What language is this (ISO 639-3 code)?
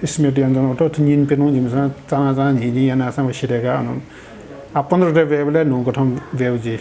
new